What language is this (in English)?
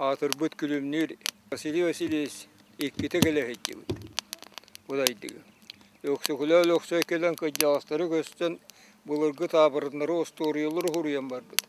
Yakut